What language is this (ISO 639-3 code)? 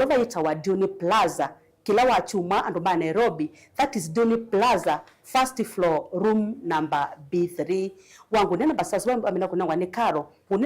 kam